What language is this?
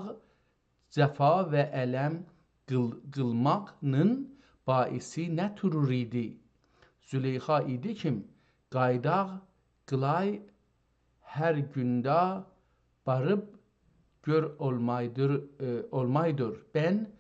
South Azerbaijani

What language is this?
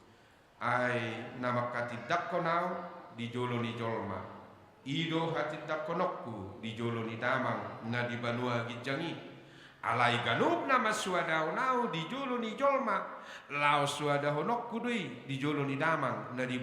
Batak Toba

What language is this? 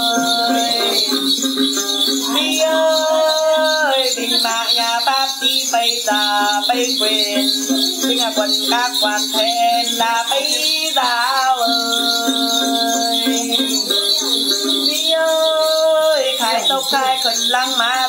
Vietnamese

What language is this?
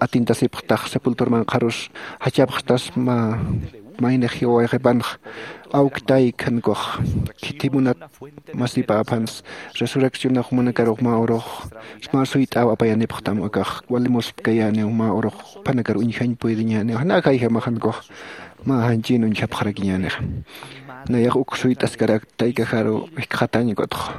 Aymara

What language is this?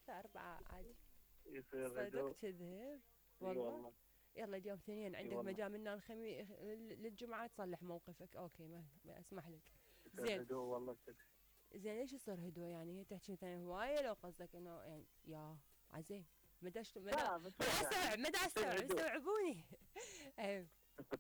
Mesopotamian Arabic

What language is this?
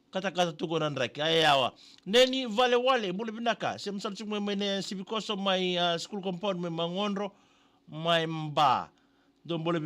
Fijian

